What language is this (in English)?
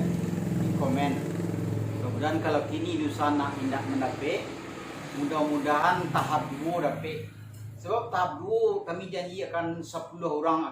Minangkabau